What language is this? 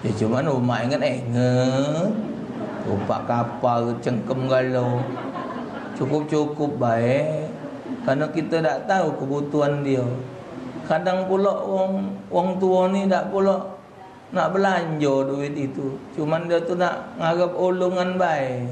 Musi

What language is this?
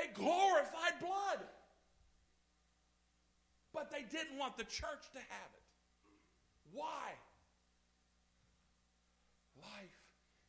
English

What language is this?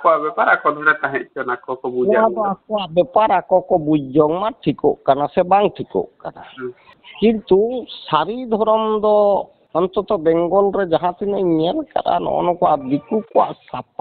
Santali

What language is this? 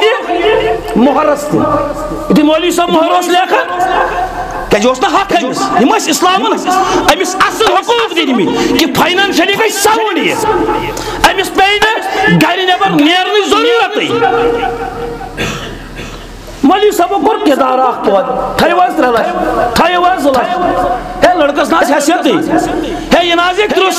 Kashmiri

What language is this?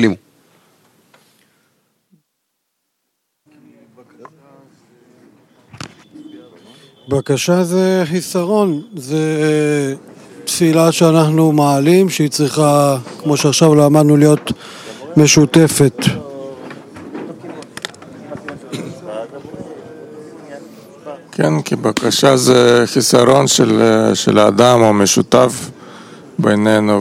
Hebrew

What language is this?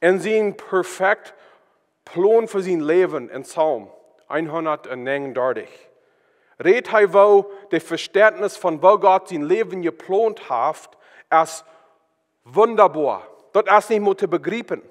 Plautdietsch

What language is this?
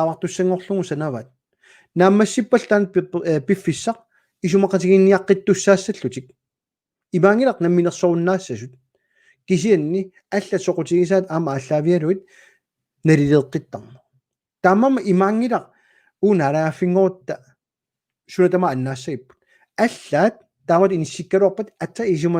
Kalaallisut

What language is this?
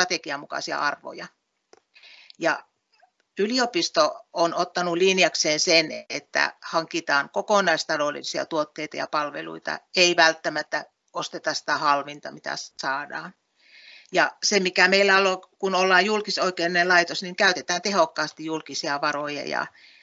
Finnish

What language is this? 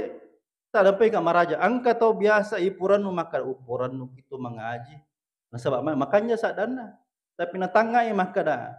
Buginese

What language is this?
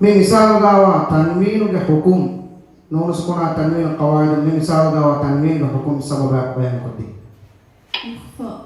Divehi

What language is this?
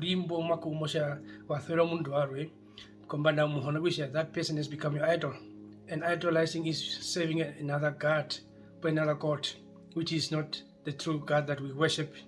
Herero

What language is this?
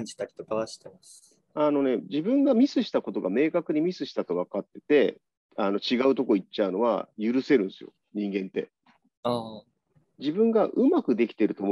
Japanese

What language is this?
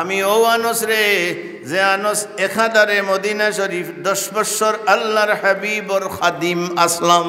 Sylheti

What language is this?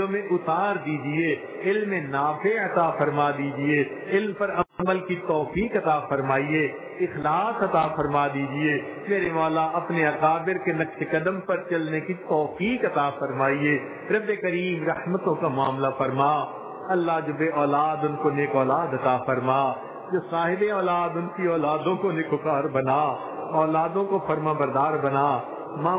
Urdu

